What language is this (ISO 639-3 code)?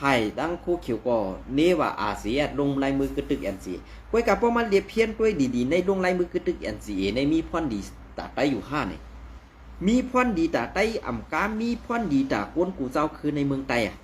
shn